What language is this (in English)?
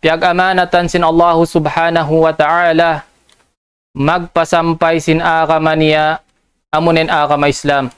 Tausug